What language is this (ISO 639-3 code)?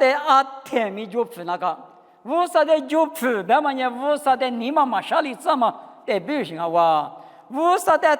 lis